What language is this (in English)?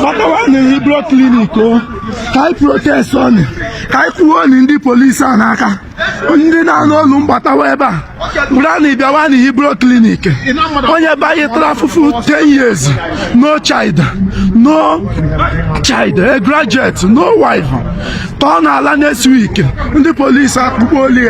Igbo